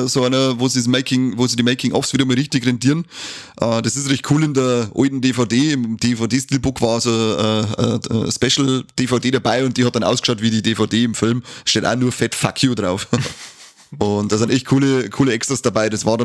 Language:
Bavarian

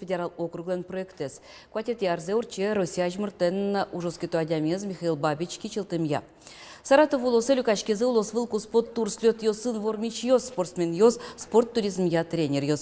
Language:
Udmurt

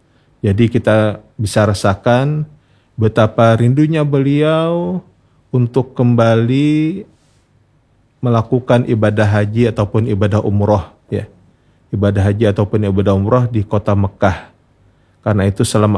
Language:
Indonesian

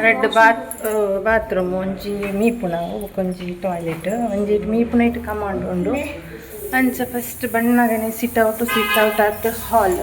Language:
Tulu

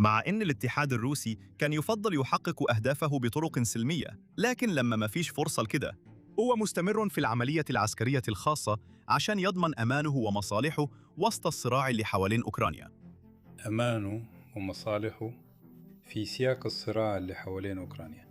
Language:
Egyptian Arabic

